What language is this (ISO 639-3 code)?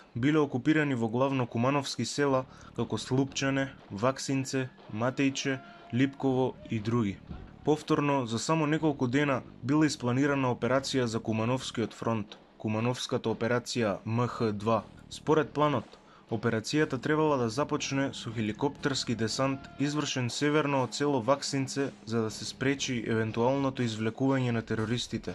mkd